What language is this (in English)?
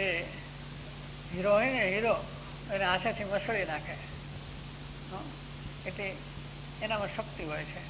Gujarati